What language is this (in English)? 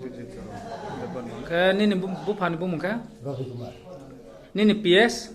Riang (India)